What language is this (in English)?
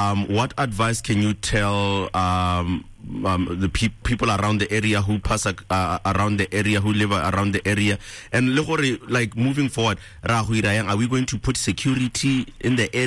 Tswana